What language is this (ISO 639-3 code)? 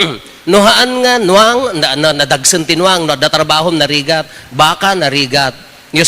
ilo